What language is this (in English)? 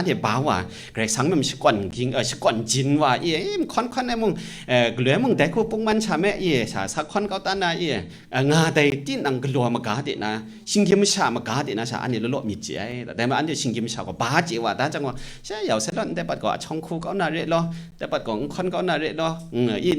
Kachin